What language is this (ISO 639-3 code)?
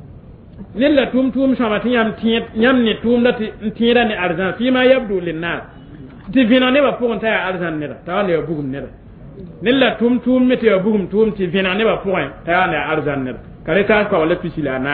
mos